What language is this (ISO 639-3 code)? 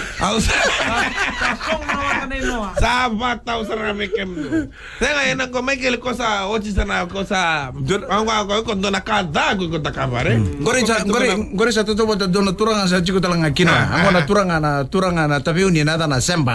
fij